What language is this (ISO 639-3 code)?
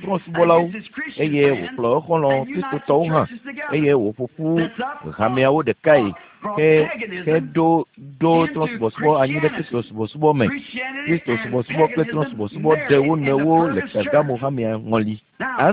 ewe